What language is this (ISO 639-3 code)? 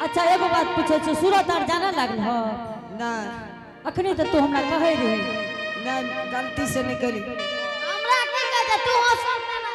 anp